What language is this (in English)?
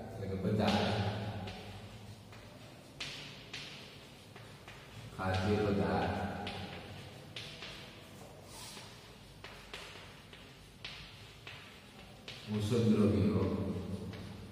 Gujarati